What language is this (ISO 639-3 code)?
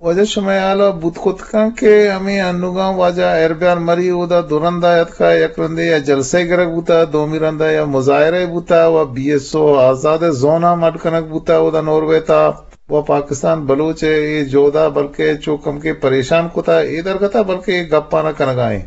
bgp